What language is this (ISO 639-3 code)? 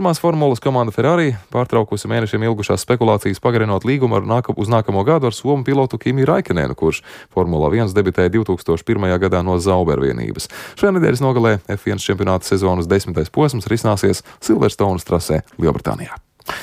lav